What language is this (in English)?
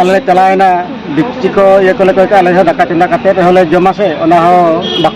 Santali